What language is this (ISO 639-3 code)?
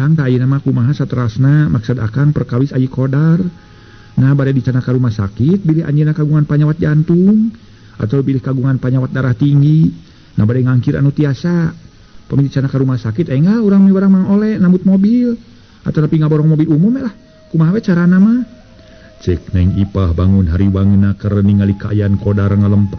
sun